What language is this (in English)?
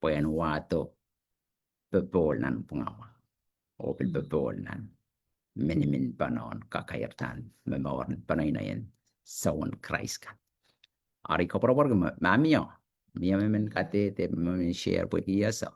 Pohnpeian